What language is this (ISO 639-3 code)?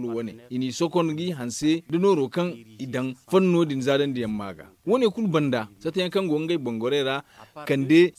dje